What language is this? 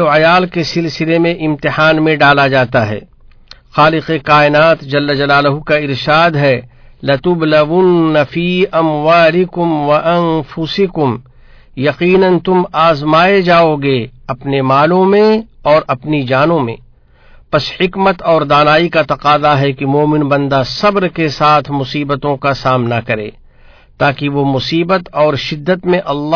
Urdu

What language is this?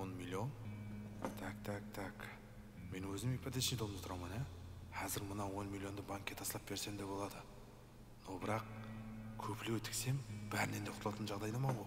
Kara-Kalpak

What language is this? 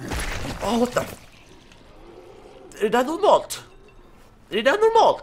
Swedish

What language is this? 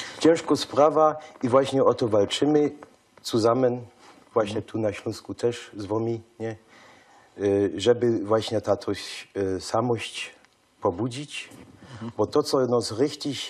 Silesian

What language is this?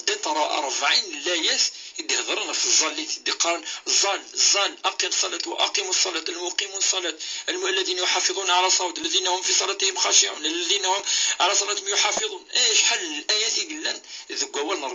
Kabyle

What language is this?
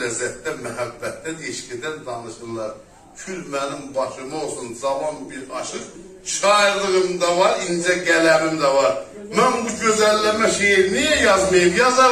South Azerbaijani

